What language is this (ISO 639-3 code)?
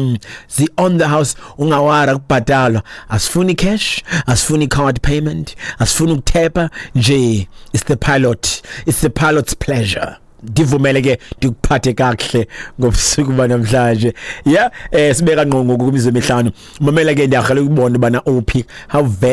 xho